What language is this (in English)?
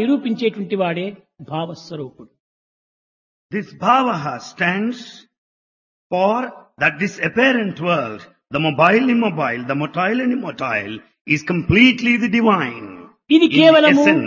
Telugu